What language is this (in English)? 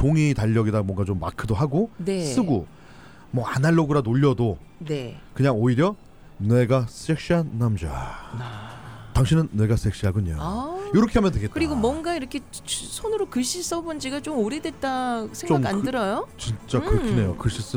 Korean